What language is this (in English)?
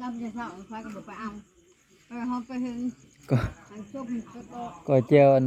Northeastern Thai